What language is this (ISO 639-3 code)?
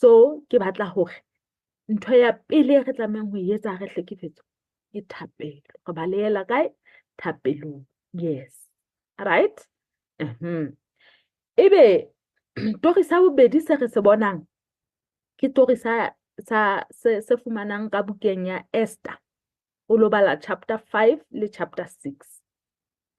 sot